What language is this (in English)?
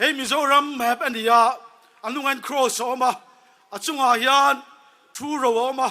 Mizo